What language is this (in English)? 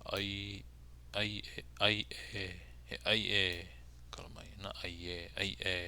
Hawaiian